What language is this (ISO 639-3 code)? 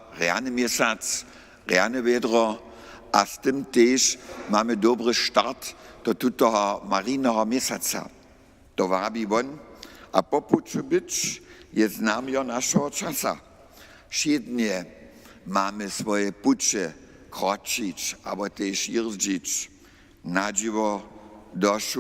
hsb